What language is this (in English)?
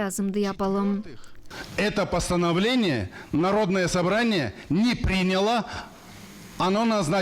Gagauz